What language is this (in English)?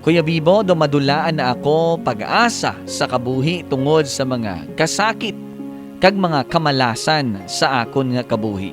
Hiligaynon